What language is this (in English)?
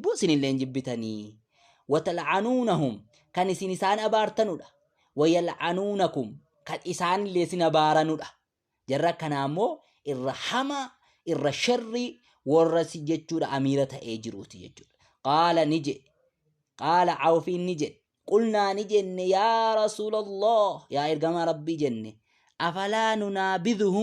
Oromo